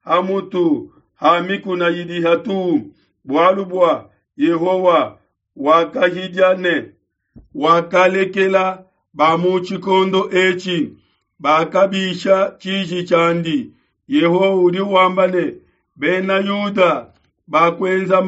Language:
Luba-Lulua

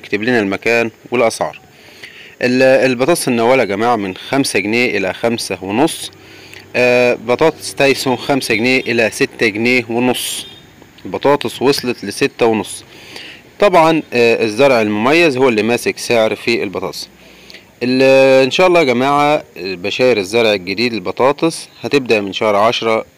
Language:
Egyptian Arabic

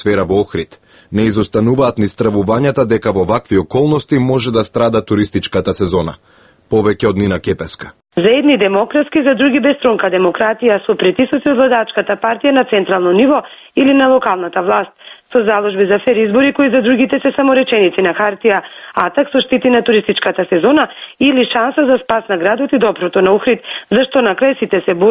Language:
Macedonian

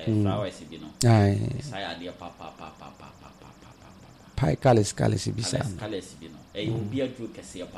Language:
Akan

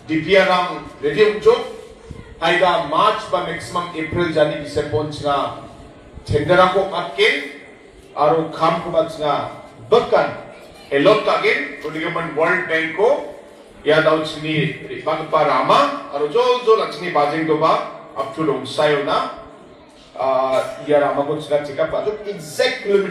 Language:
Garo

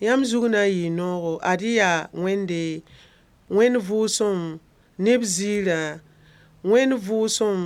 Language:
Mossi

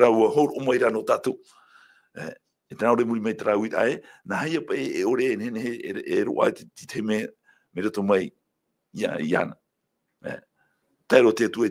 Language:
Tahitian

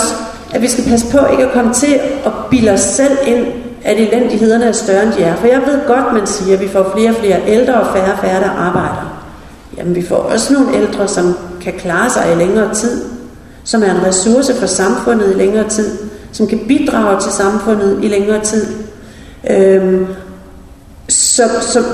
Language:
Danish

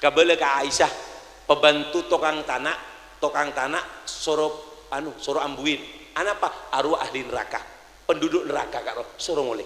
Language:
Madurese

